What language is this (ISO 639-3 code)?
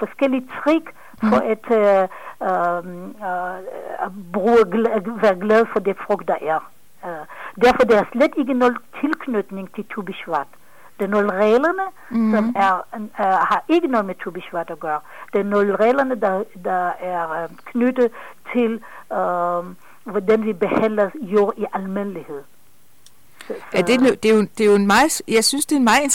dan